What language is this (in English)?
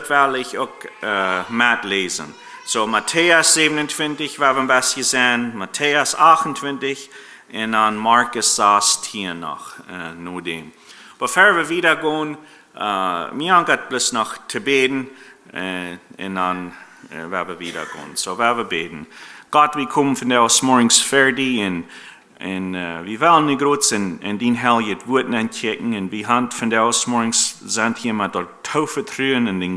Plautdietsch